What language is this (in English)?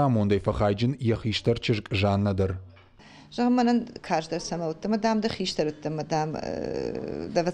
Ossetic